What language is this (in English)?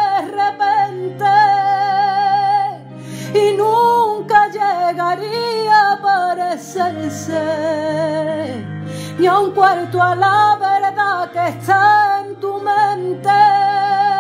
Spanish